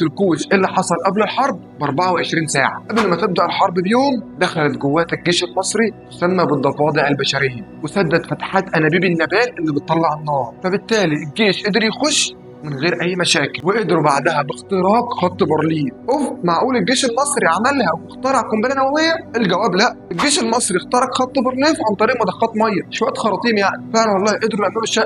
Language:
Egyptian Arabic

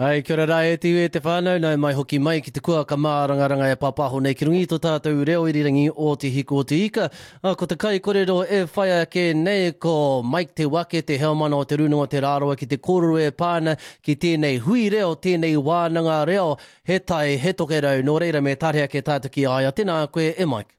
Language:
Māori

